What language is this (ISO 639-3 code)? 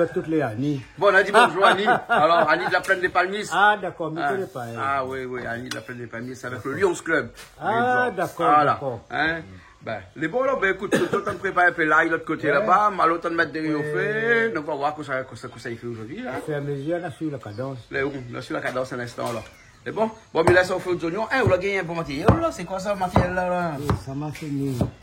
rcf